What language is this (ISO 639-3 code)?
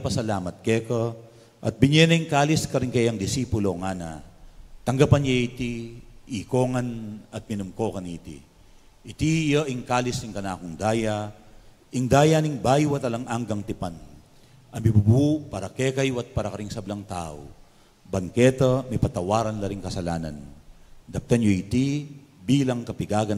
pam